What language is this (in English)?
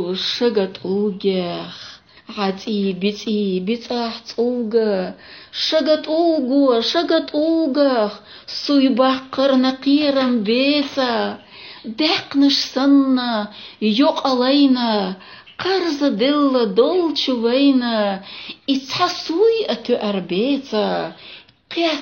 Chechen